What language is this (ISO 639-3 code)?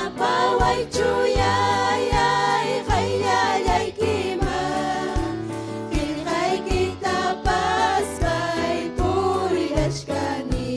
quy